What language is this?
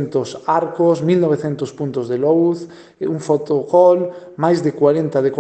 Galician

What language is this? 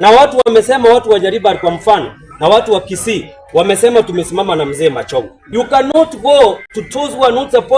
Gusii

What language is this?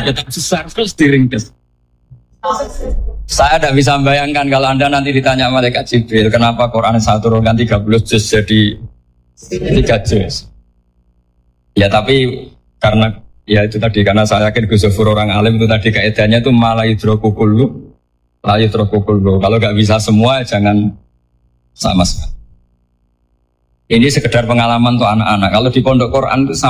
Indonesian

